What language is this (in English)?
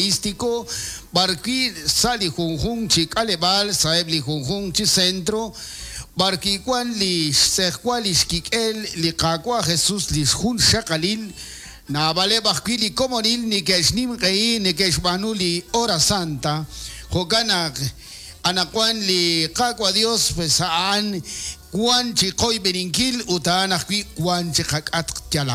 Kekchí